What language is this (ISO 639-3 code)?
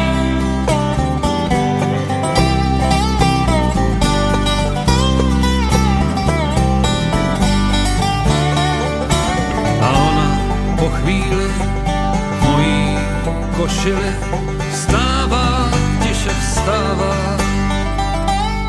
ces